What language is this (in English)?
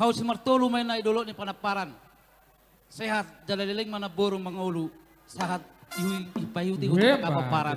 Batak Toba